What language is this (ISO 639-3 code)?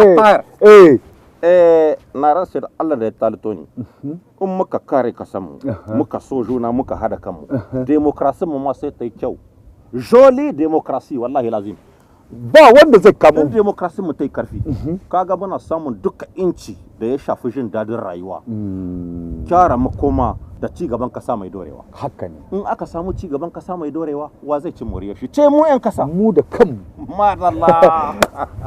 hau